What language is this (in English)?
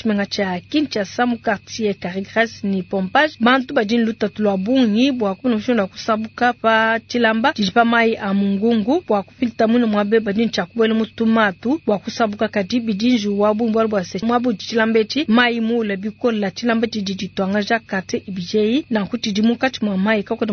Luba-Lulua